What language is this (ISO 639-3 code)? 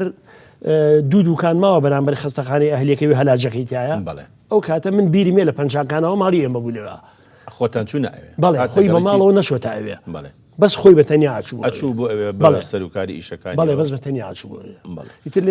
ckb